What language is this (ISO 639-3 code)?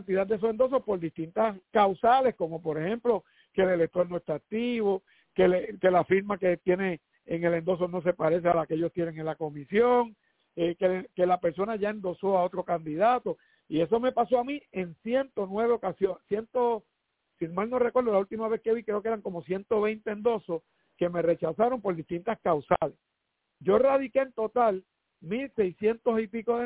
spa